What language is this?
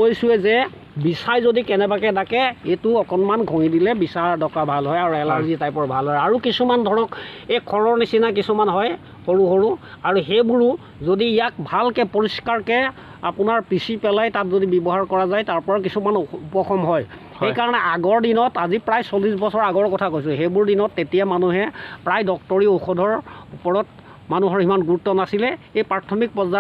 Assamese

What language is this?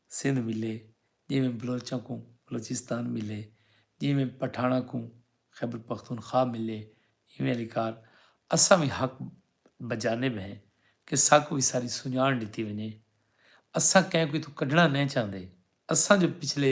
Saraiki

